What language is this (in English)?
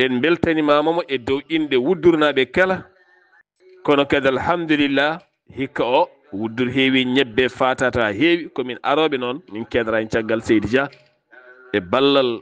Fula